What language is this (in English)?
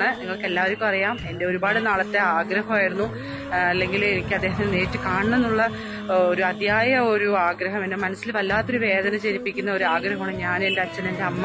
Malayalam